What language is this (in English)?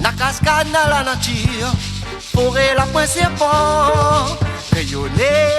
Réunion Creole French